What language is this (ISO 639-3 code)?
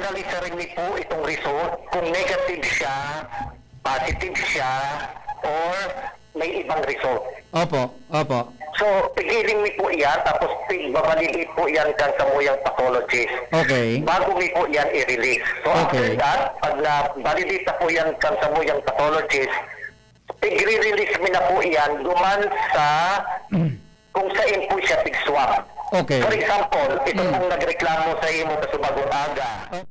bik